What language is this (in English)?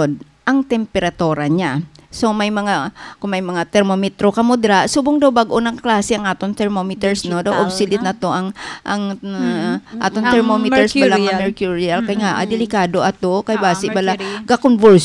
Hiligaynon